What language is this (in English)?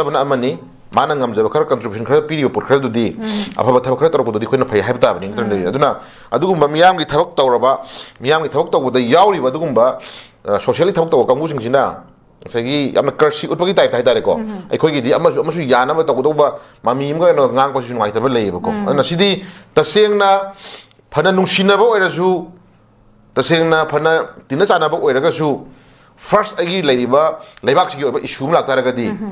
Manipuri